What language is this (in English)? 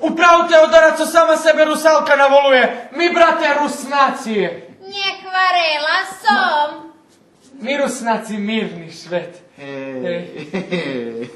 Rusyn